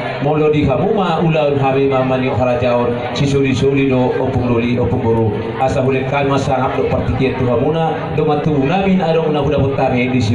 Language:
Batak Toba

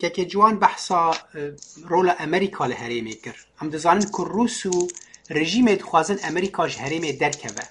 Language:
Kurdish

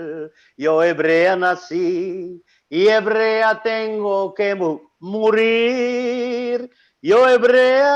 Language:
Ladino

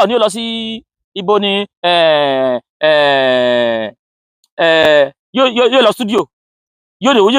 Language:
Yoruba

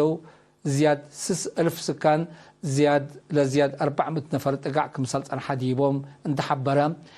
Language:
Tigre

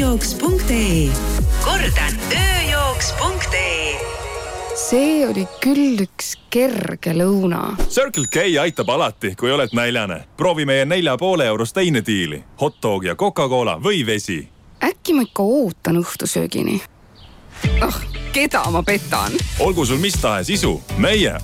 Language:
Estonian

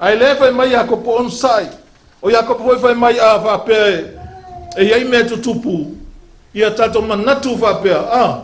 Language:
Samoan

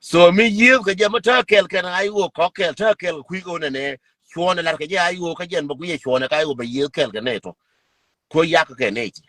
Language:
Nuer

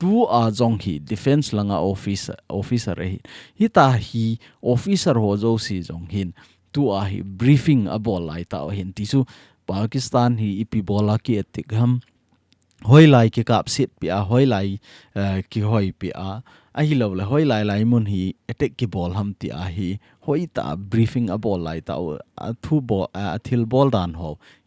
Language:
Thado Chin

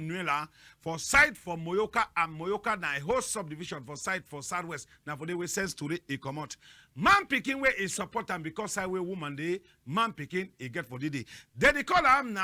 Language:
Cameroon Pidgin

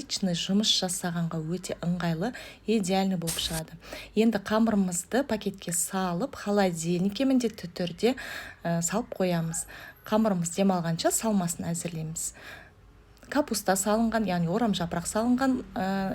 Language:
Kazakh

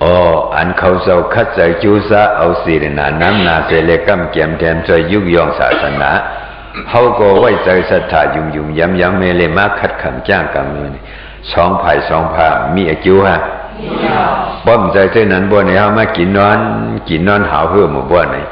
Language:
Shan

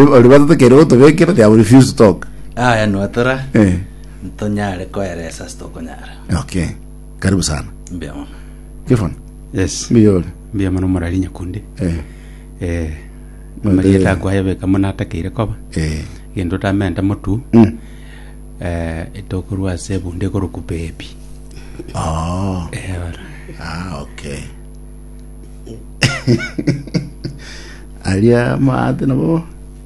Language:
Gusii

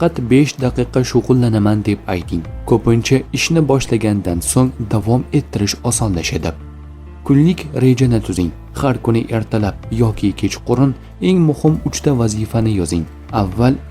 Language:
Uzbek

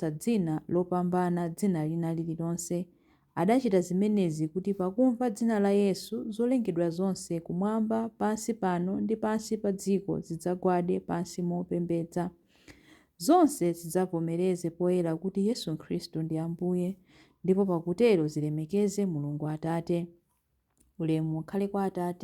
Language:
Nyanja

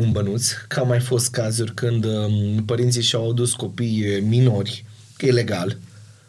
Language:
Romanian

